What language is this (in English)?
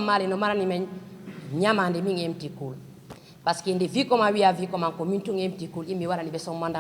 Fula